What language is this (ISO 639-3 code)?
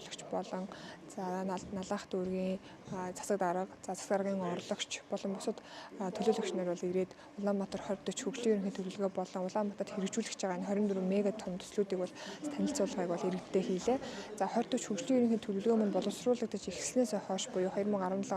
mon